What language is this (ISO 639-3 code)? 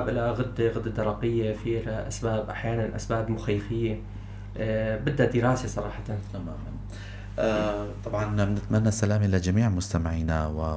apc